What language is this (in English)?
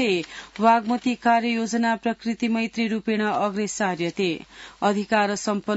Sanskrit